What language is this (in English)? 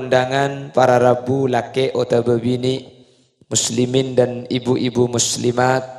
Madurese